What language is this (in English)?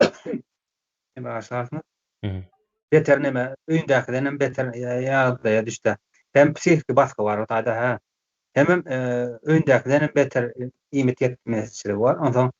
Turkmen